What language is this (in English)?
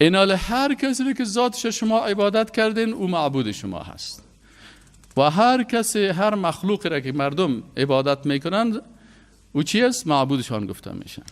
Persian